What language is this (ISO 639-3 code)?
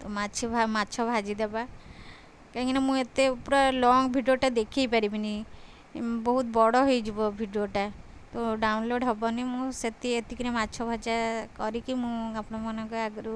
ori